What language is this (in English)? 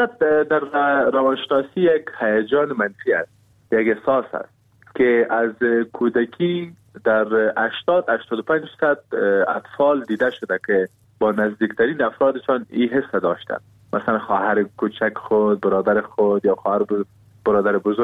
Persian